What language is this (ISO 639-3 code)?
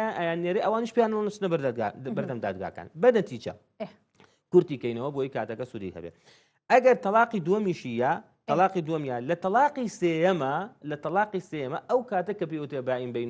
ckb